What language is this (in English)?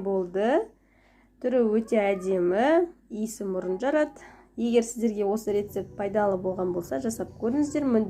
Kazakh